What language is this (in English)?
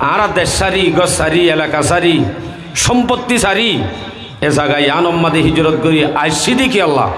Rohingya